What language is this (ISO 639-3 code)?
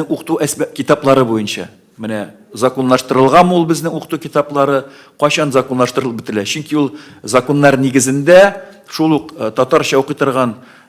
tat